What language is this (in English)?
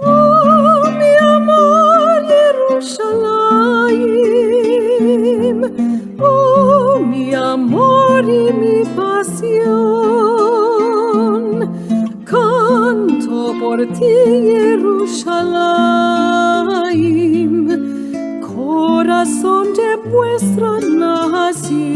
Ladino